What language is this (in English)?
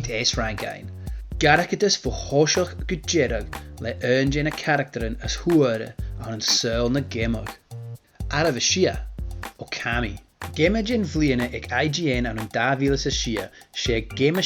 Scottish Gaelic